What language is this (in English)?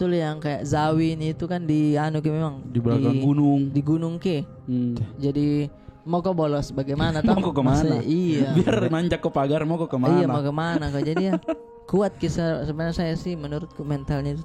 Makassar Malay